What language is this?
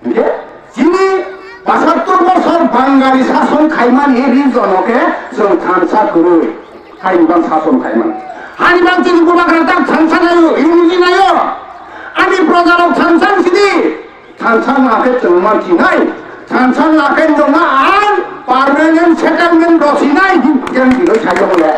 Kok Borok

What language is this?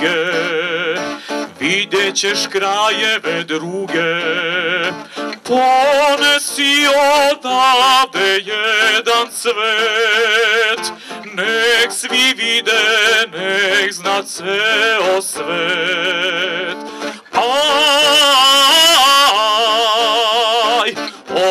Serbian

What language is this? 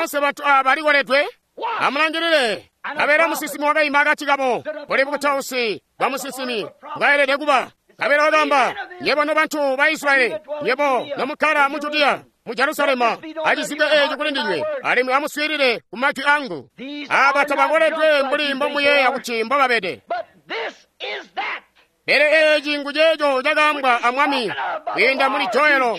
Tonga (Zambia)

